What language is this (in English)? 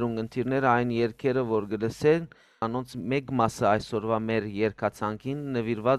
Western Armenian